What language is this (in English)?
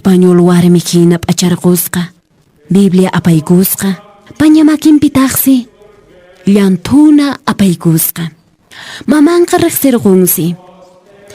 Quechua